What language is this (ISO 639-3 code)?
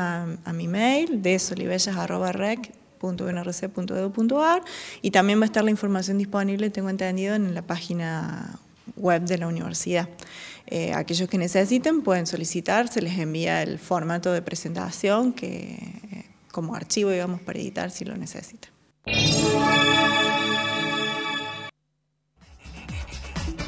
spa